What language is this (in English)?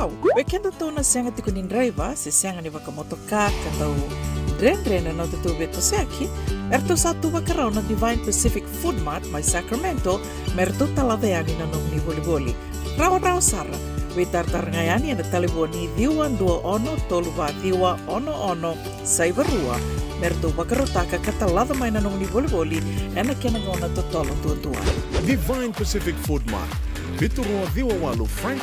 Fijian